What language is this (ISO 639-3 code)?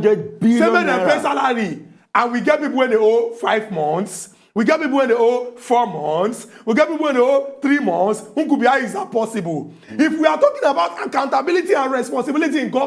pcm